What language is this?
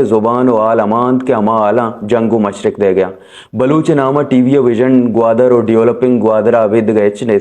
Baluchi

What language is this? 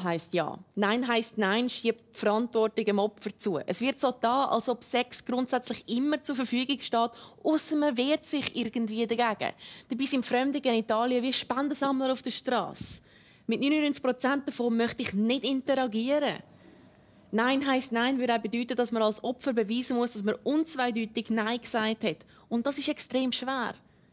Swiss German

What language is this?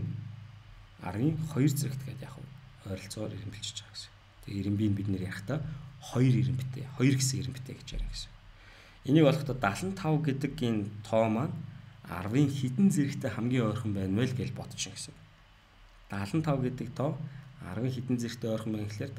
Mongolian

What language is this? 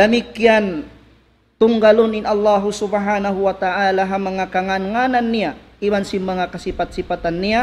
Tausug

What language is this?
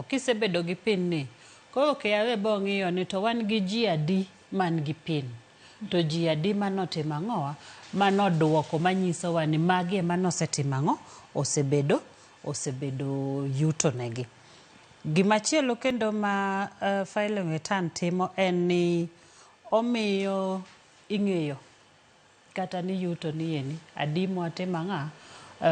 Luo (Kenya and Tanzania)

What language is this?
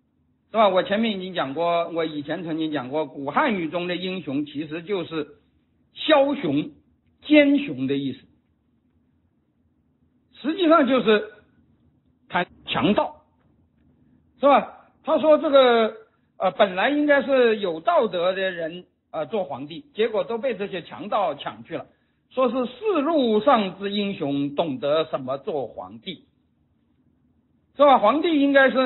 Chinese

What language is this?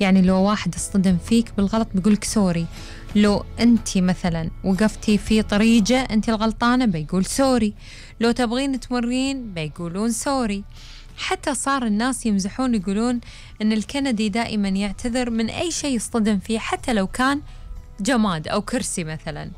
Gulf Arabic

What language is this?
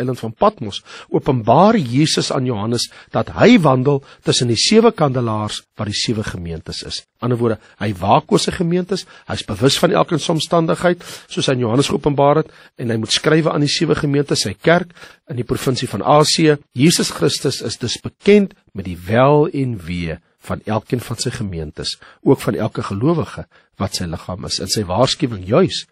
Afrikaans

